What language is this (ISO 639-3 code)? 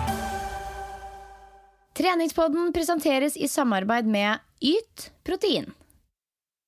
nor